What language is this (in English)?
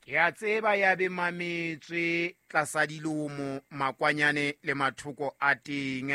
Southern Sotho